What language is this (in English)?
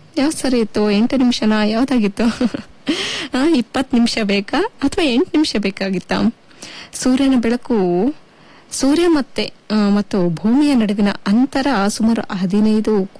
Kannada